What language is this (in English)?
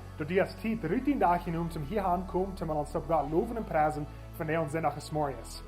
Plautdietsch